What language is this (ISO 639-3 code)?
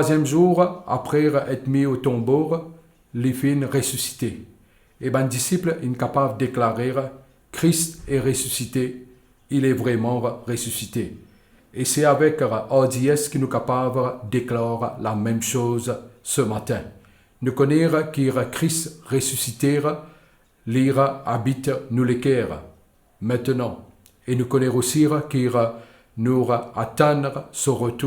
mfe